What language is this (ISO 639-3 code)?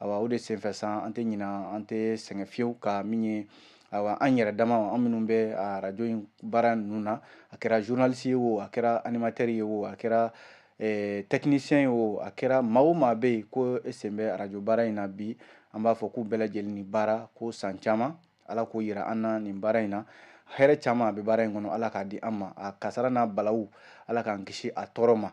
bam